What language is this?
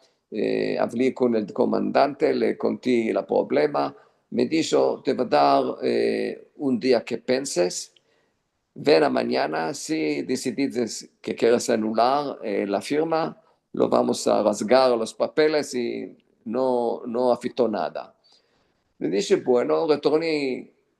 Ladino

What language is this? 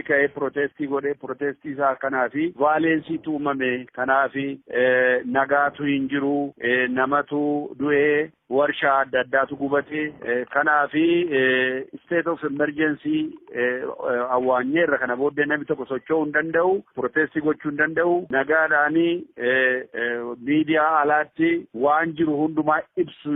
Oromo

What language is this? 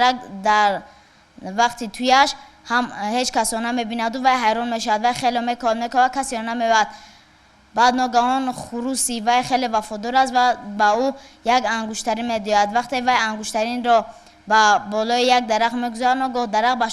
Tajik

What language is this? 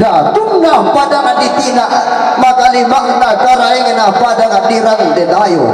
Toraja-Sa'dan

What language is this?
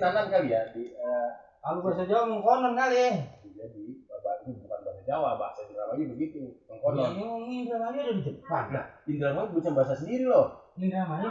Betawi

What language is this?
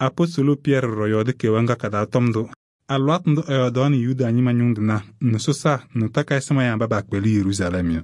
Kabiyè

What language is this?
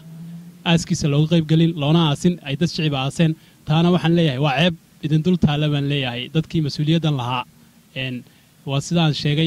Somali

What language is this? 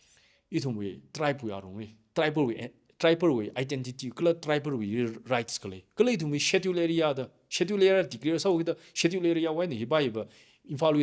Tangkhul Naga (India)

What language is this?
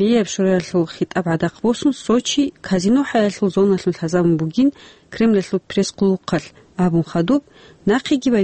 Avaric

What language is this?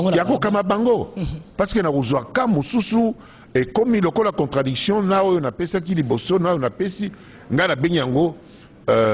Lingala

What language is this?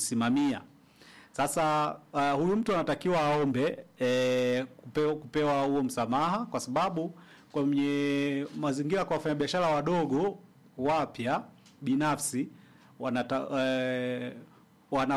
Swahili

